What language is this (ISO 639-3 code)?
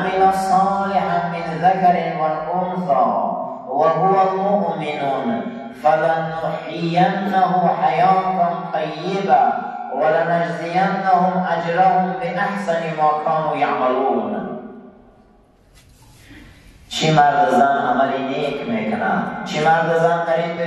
fas